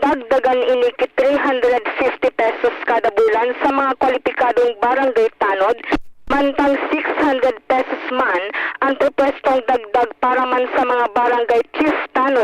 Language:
Bikol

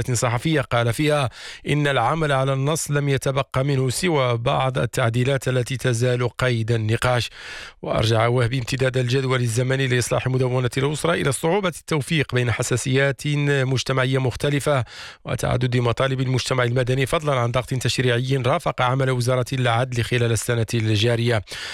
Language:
Arabic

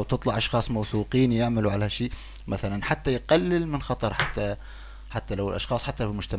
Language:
North Levantine Arabic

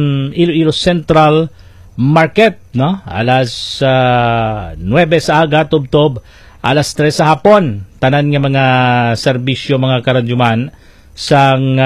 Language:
Hiligaynon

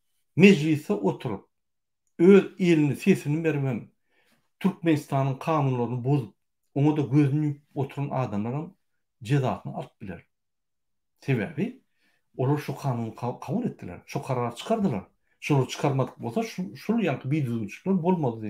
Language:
Turkmen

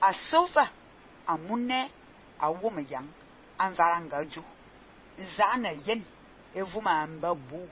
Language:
Fang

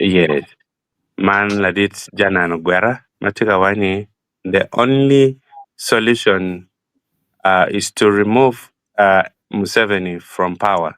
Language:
Acoli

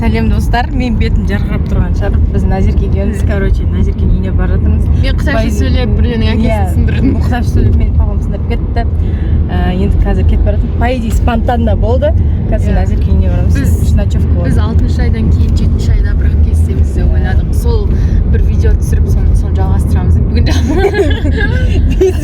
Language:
Kazakh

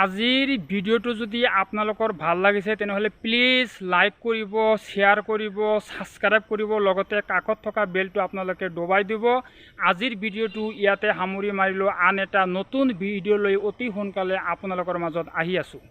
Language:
Assamese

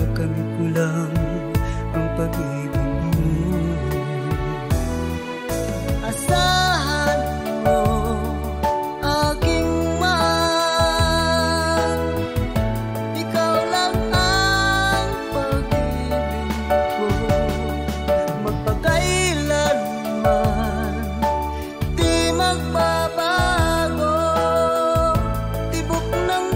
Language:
Filipino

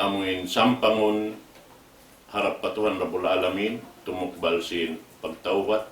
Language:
Tausug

